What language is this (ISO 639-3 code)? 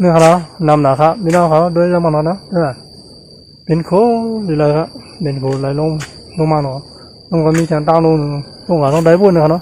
shn